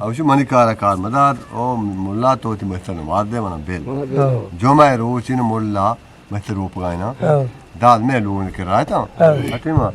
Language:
Eastern Balochi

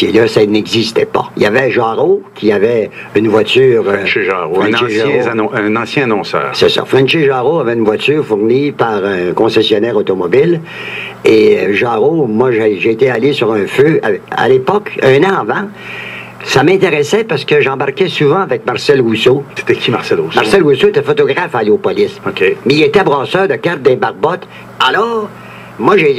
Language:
French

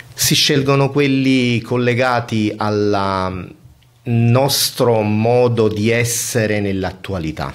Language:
Italian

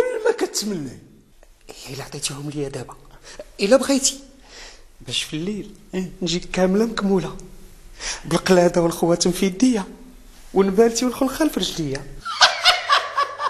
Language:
Moroccan Arabic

